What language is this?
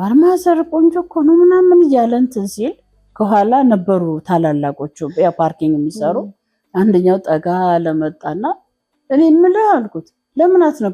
Amharic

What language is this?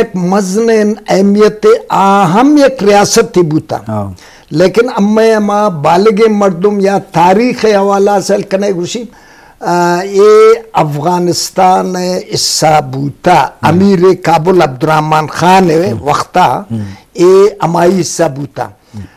Eastern Balochi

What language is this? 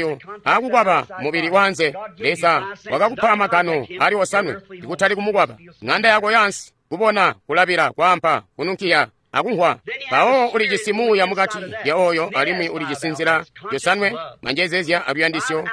Tonga (Zambia)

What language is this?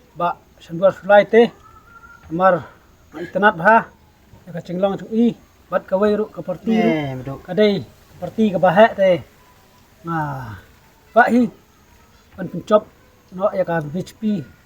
Khasi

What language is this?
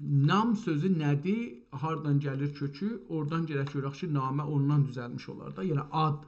South Azerbaijani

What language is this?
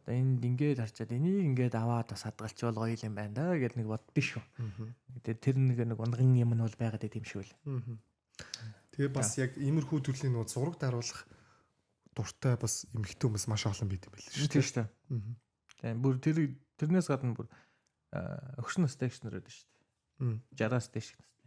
Mongolian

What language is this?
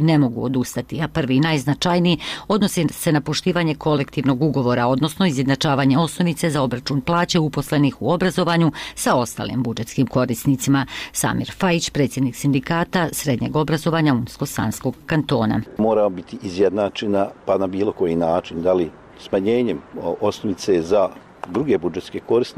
Bosnian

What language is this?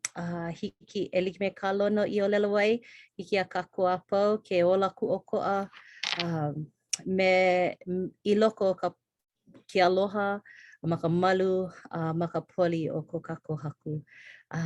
Hawaiian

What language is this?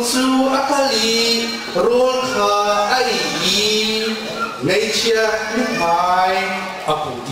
Hakha Chin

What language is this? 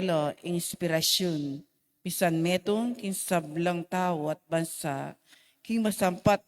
Pampanga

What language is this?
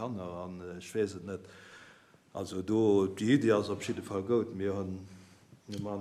Luxembourgish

